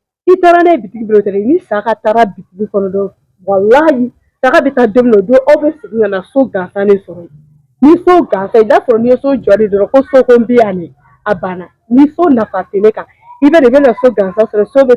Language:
Bambara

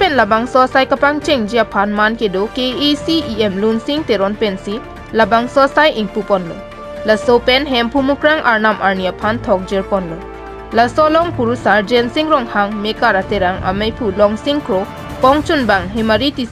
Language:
Karbi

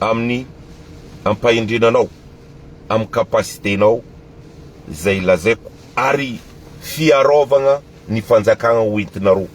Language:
Malagasy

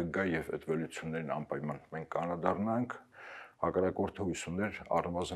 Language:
Armenian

